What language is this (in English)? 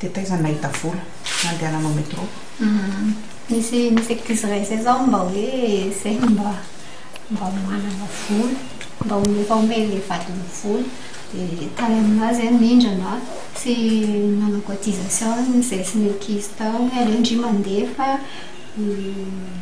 Malagasy